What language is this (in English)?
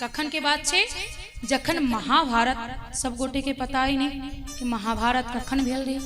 Maithili